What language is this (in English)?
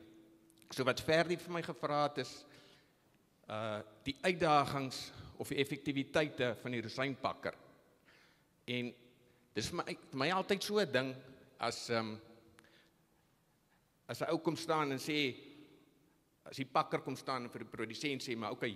Afrikaans